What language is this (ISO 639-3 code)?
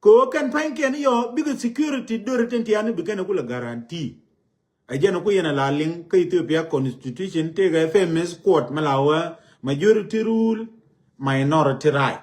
nus